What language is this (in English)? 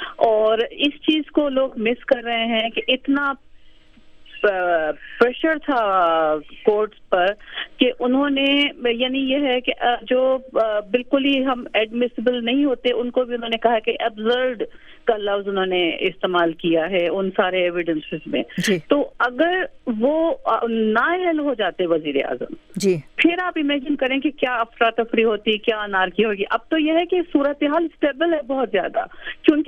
Urdu